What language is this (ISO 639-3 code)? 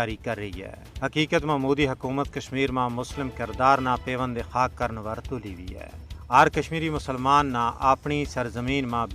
gju